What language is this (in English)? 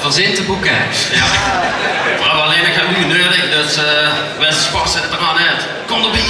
Limburgish